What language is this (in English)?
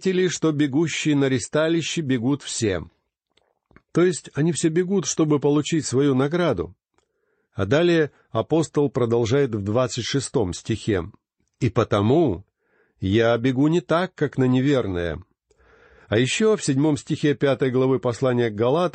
Russian